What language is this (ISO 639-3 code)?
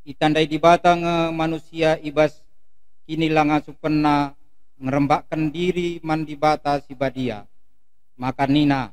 btx